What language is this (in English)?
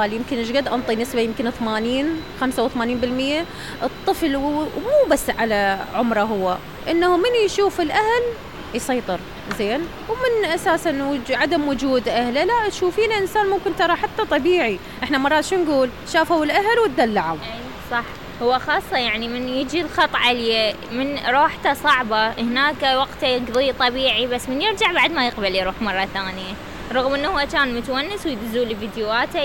Mesopotamian Arabic